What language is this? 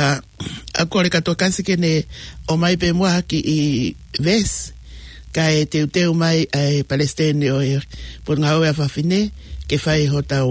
Tongan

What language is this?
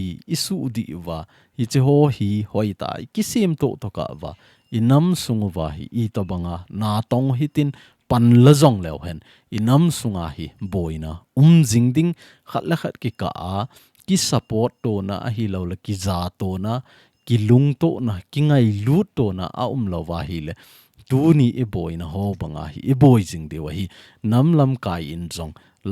Thado Chin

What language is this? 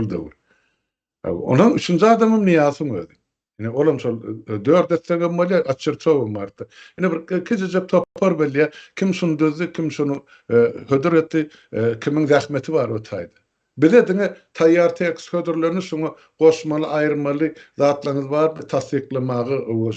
Turkmen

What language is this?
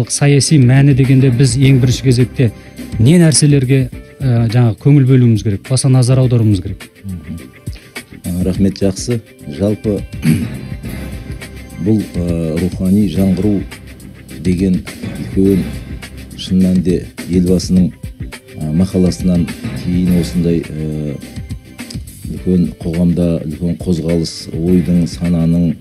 Kazakh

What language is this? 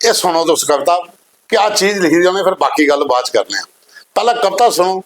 Dogri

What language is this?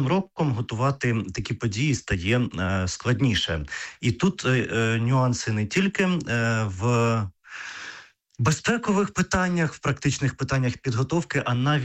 Ukrainian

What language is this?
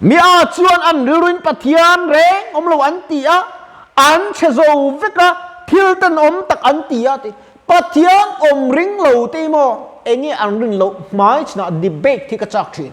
Mizo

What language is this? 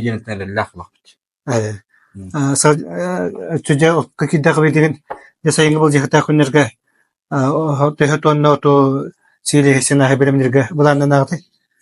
Yakut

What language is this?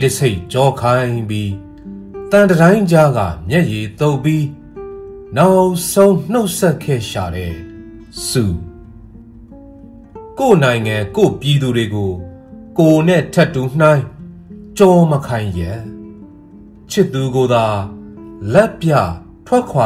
Burmese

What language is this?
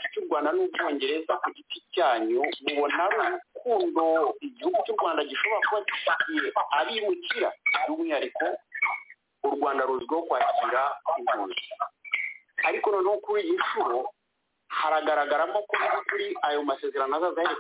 Kinyarwanda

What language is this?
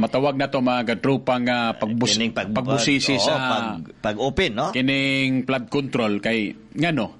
Cebuano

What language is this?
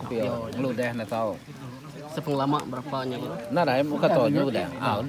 Iban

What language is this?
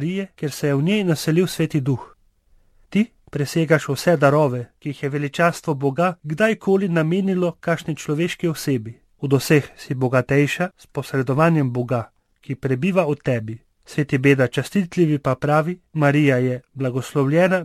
Slovenian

